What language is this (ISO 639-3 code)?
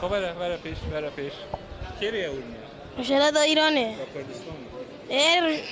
kur